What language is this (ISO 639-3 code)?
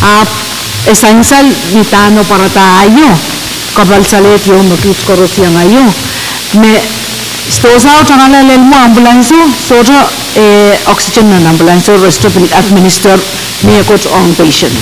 pon